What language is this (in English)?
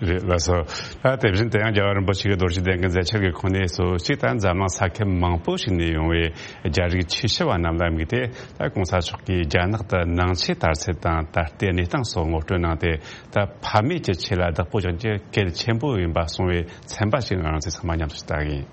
Tibetan